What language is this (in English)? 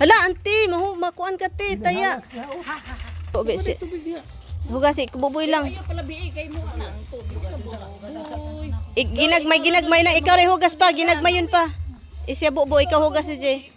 Cebuano